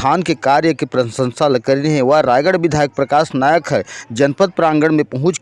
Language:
Chhattisgarhi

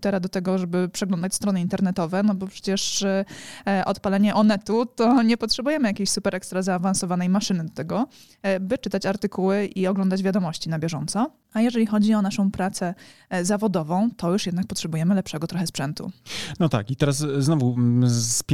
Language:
Polish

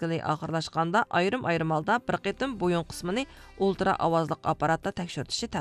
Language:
Uyghur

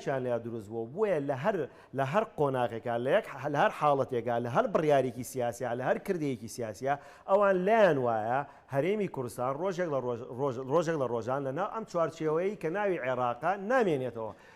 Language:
Central Kurdish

